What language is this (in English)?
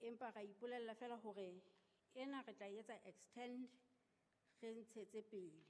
Southern Sotho